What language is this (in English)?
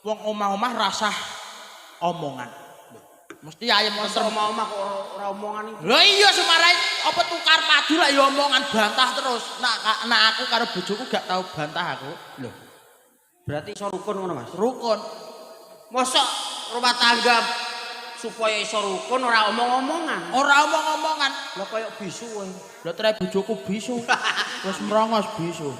Javanese